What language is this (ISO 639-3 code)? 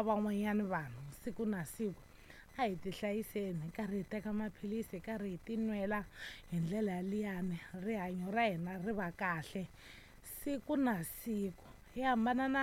tso